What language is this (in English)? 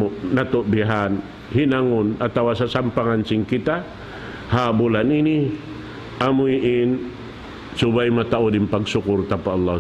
Tausug